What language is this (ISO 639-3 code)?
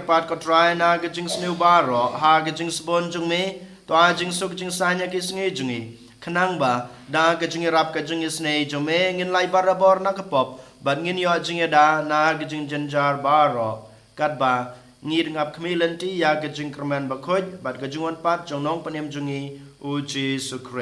kha